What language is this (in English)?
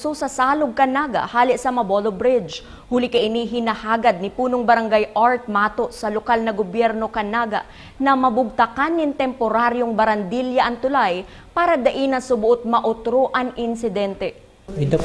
Bikol